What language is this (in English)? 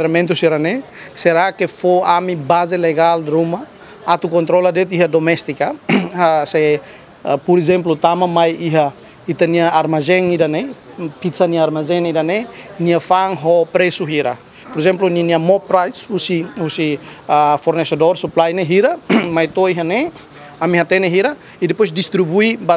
Tetum